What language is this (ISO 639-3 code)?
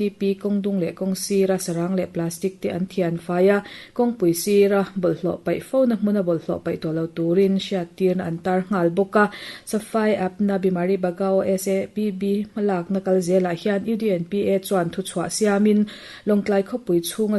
lus